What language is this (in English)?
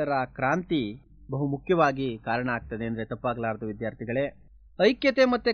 Kannada